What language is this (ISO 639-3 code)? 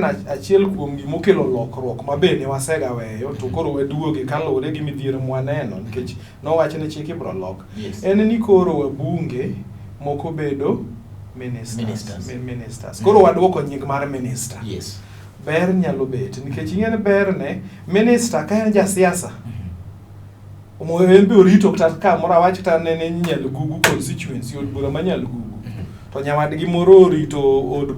luo